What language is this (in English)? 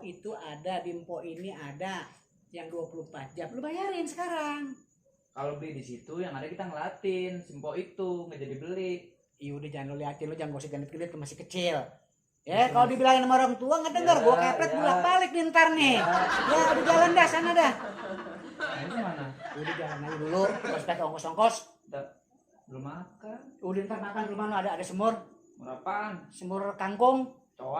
Betawi